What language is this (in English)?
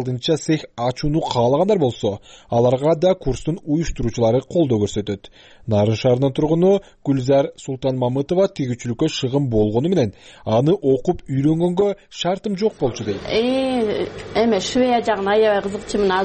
Kyrgyz